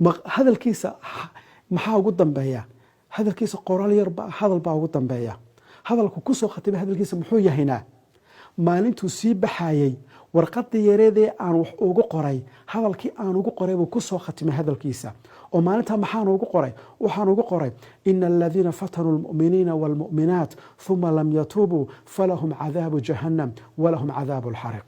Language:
Somali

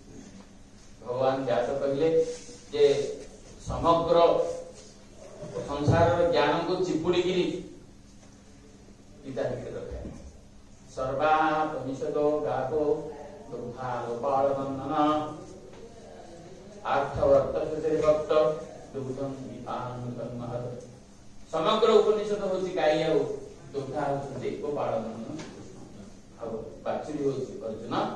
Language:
Odia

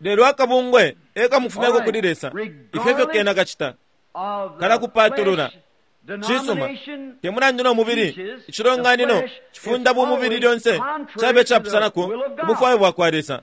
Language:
Bemba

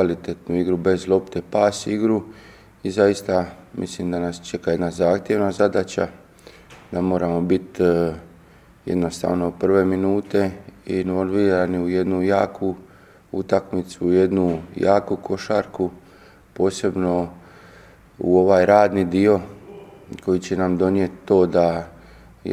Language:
Croatian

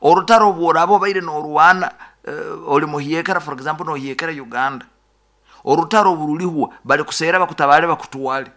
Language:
Nyoro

